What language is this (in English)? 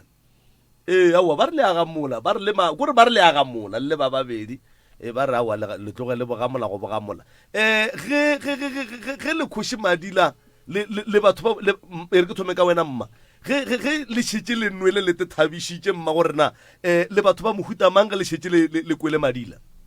Northern Sotho